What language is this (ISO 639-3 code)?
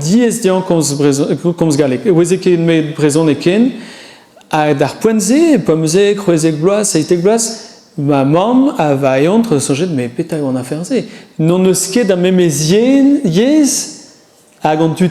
bre